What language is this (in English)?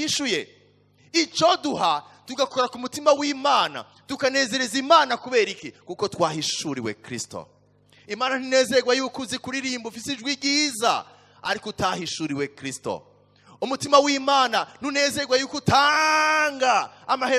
Rundi